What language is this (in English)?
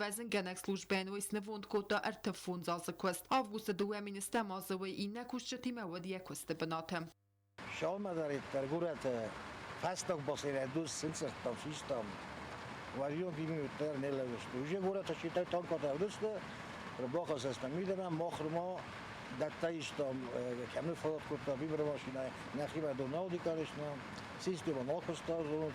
Ossetic